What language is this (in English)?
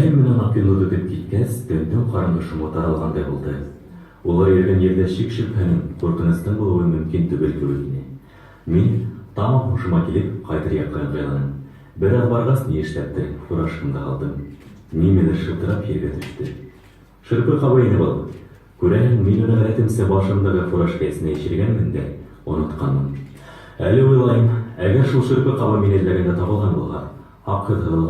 Bashkir